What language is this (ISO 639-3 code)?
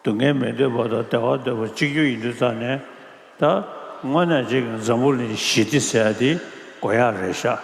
bod